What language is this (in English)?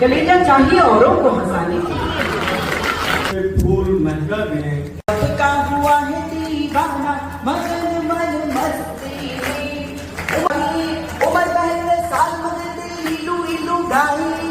Magahi